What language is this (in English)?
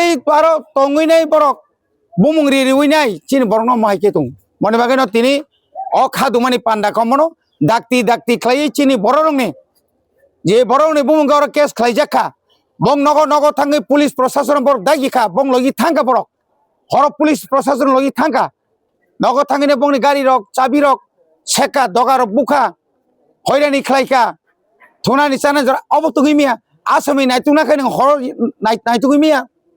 Kok Borok